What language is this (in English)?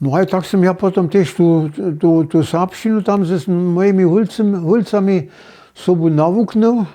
Upper Sorbian